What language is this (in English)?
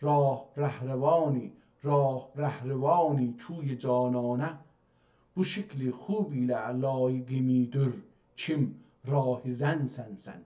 South Azerbaijani